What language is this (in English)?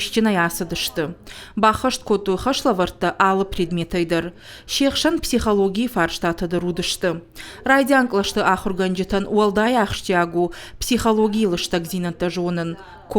Ossetic